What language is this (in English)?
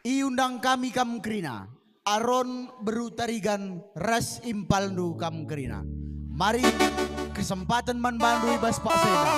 Batak Karo